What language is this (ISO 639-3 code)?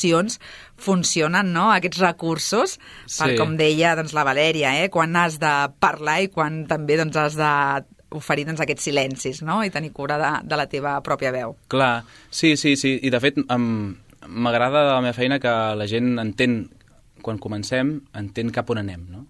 cat